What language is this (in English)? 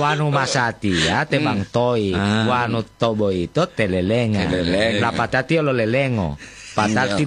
Gorontalo